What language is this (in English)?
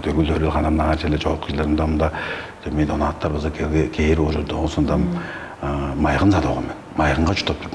Tuvinian